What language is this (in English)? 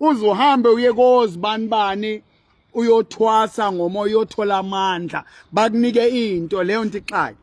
Southern Sotho